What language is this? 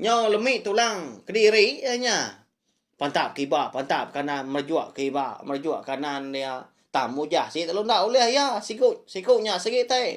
Iban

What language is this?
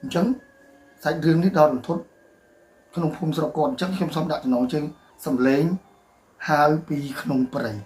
Khmer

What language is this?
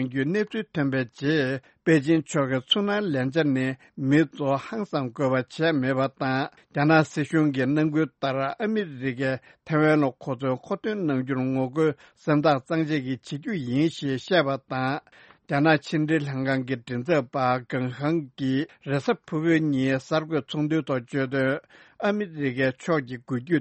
Tibetan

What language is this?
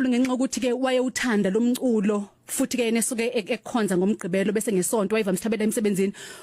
Zulu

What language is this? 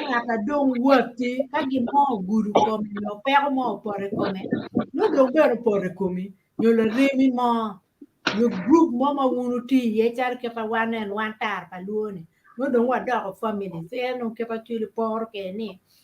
Acoli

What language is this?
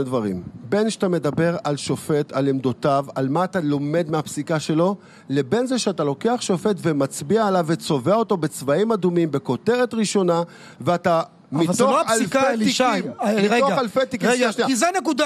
Hebrew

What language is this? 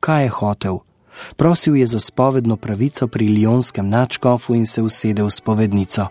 Slovenian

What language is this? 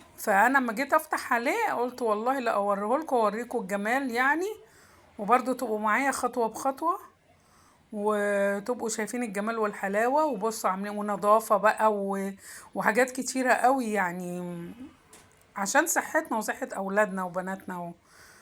Egyptian Arabic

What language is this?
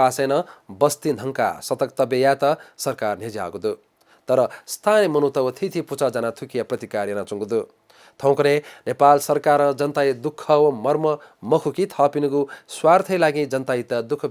Newari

